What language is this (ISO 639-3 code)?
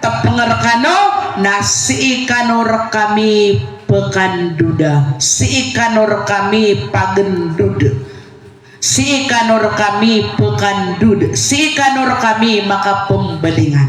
mrw